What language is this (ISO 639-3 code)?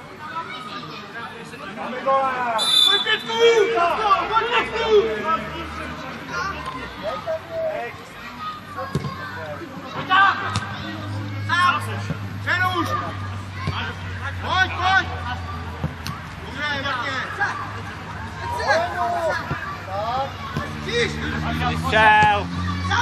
ces